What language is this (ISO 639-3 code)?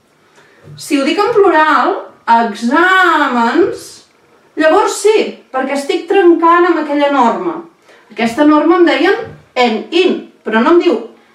cat